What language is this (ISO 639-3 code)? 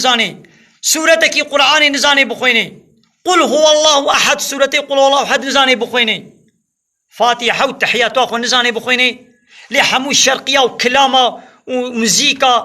kur